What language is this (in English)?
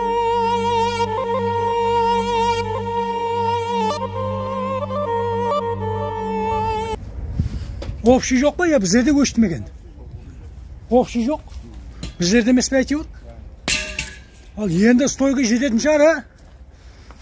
Kazakh